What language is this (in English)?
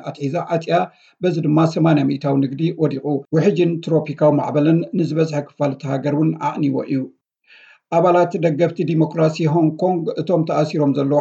Tigrinya